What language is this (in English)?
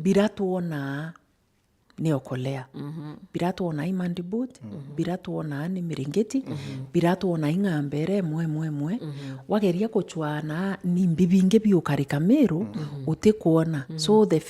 Meru